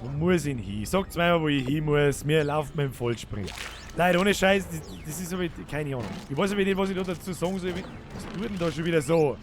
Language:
Bavarian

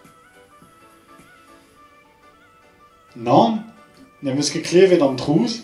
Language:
Breton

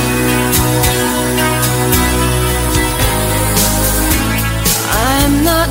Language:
Portuguese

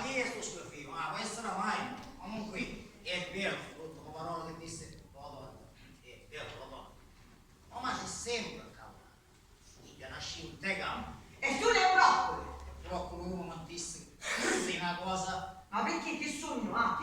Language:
Sicilian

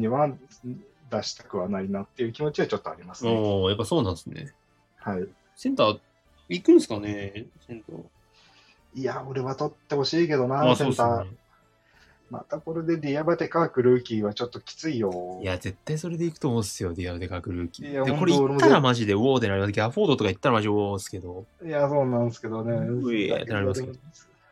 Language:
Japanese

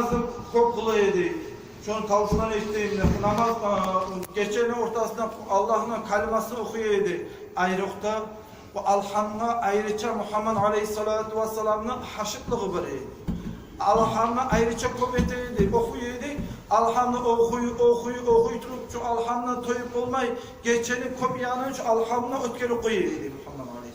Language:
Kumyk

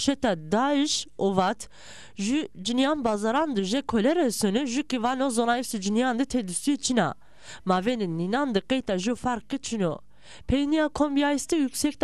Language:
Zaza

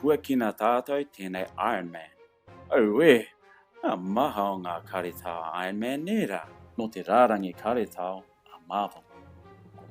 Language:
Māori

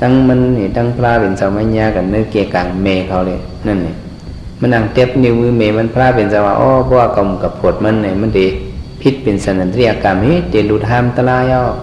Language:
Shan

